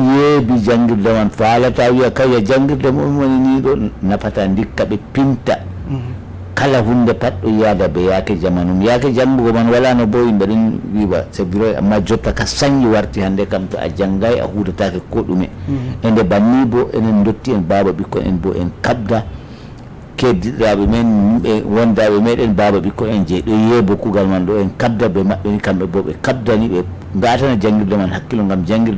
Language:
Fula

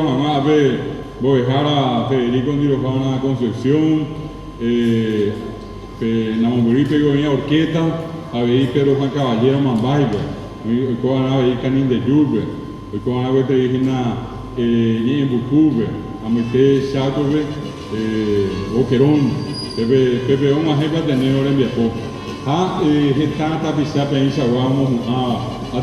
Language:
Guarani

